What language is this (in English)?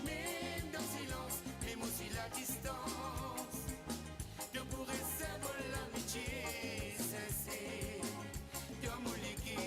Morisyen